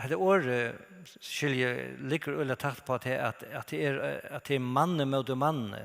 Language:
Faroese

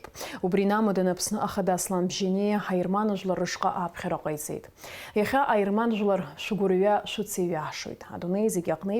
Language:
Abkhazian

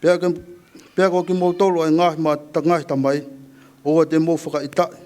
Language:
Tongan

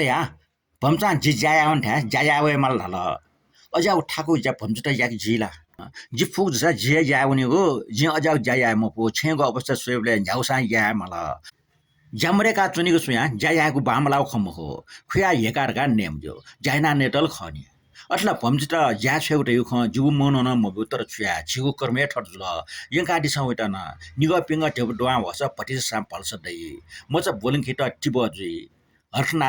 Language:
Newari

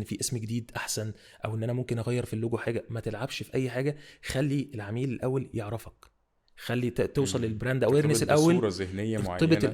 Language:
Egyptian Arabic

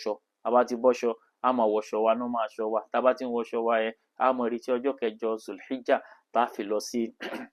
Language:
Yoruba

